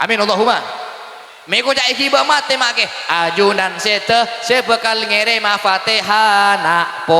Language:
Madurese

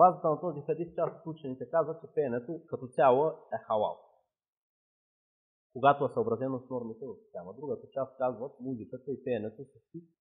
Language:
Bulgarian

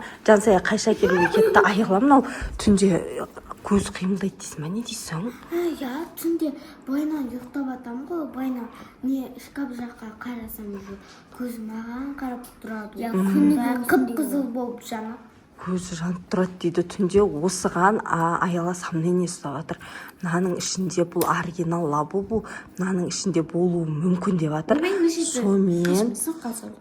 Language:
Kazakh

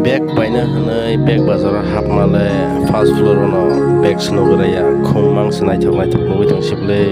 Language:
Kok Borok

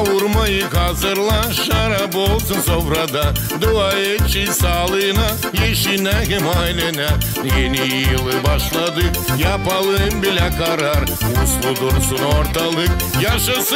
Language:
Gagauz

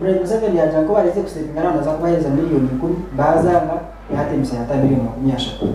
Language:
Nyankole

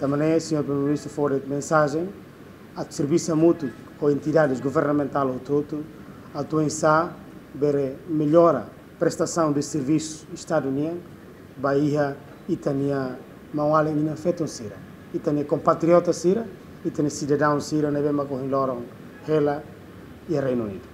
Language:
Tetum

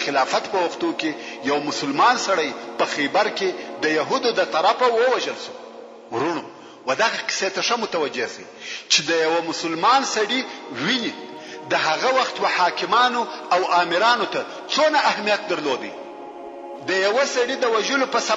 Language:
Pashto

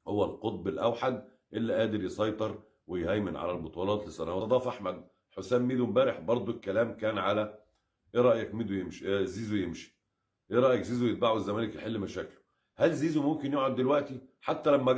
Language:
Egyptian Arabic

